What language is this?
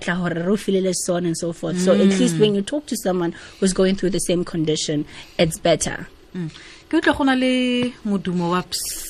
Tswana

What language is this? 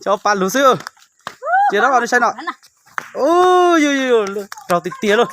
Hmong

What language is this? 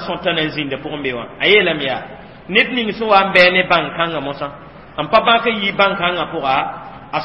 Mossi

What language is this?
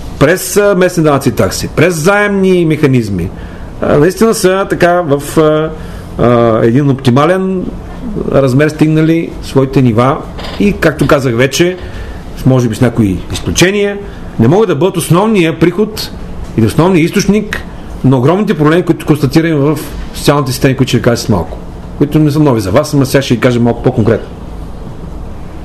Bulgarian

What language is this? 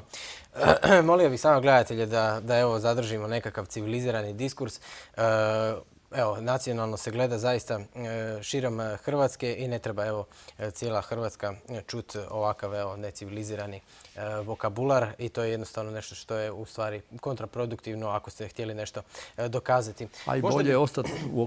Croatian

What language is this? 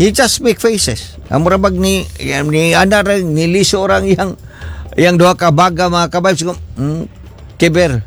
Cebuano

